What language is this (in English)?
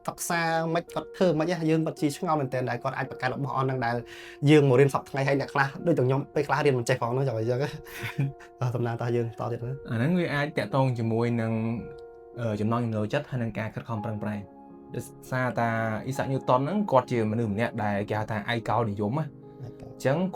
Khmer